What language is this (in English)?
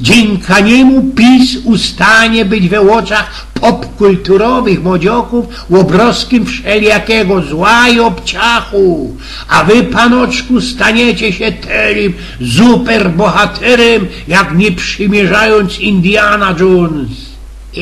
Silesian